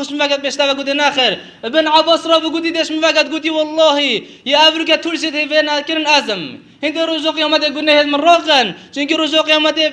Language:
Kurdish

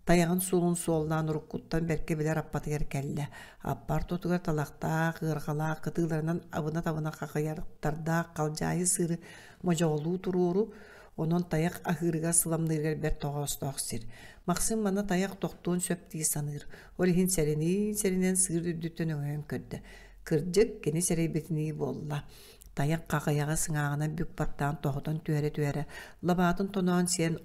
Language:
Yakut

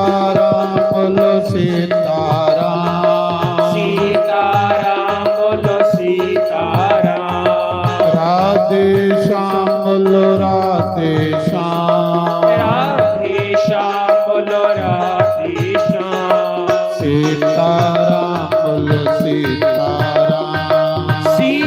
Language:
Dogri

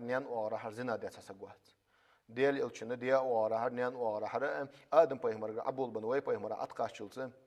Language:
Ingush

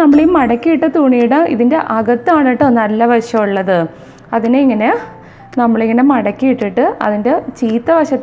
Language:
Malayalam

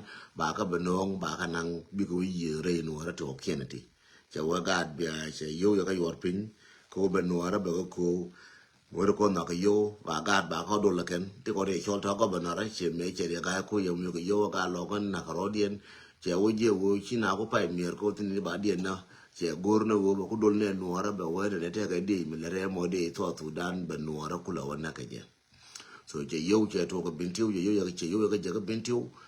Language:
Nuer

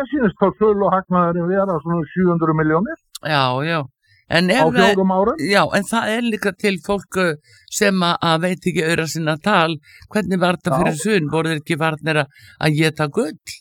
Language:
Icelandic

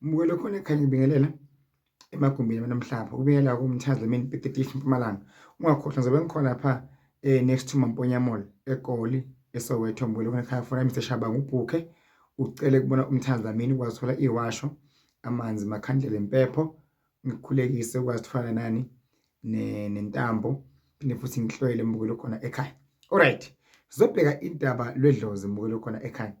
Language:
Zulu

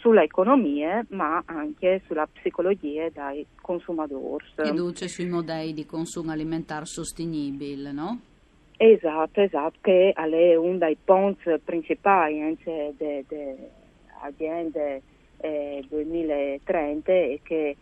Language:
Friulian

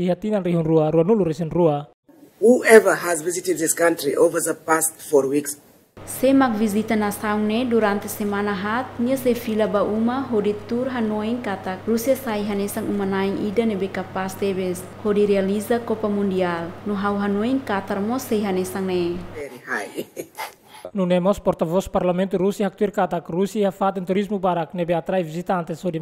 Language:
Tetum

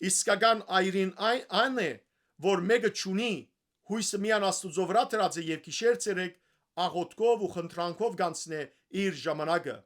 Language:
Western Armenian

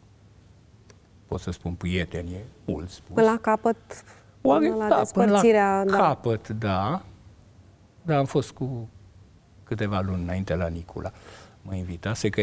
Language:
Romanian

